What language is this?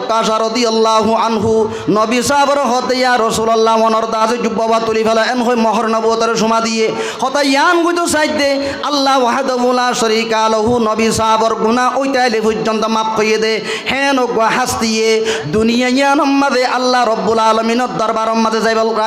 Rohingya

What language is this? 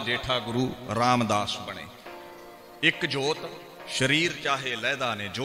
Punjabi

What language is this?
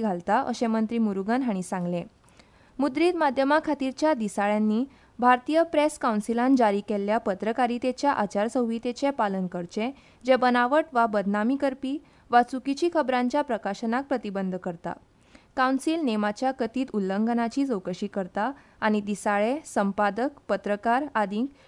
Konkani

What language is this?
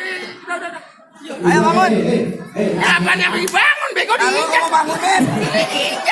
Betawi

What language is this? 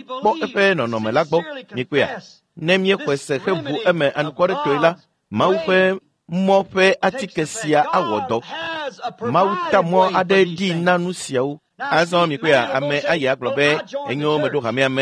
Ewe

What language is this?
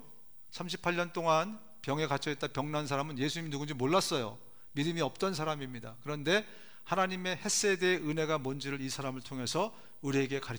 Korean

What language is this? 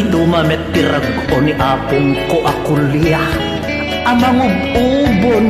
Iloko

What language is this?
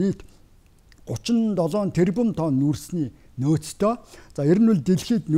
Mongolian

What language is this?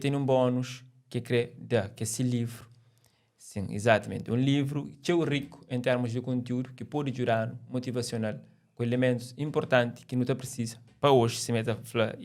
Kabuverdianu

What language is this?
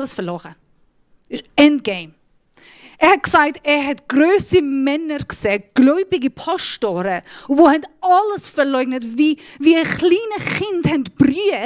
Swiss German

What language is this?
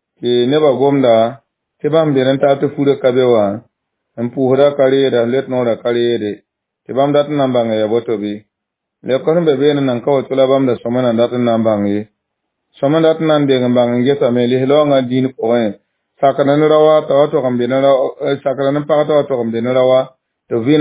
Mossi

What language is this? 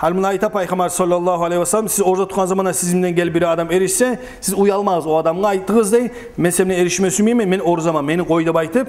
Kumyk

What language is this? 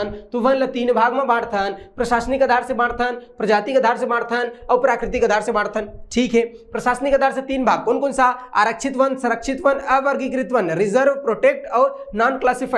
Chhattisgarhi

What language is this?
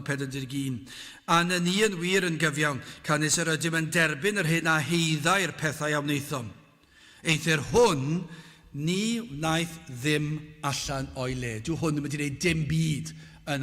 Welsh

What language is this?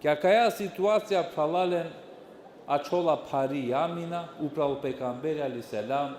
Balkan Romani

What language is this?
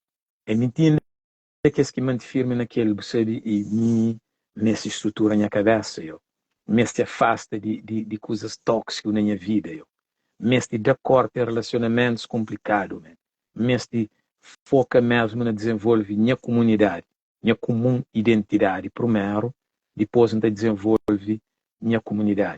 Kabuverdianu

